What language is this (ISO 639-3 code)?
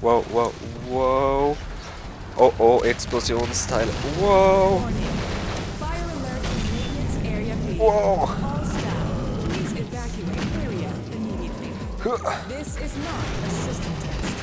gsw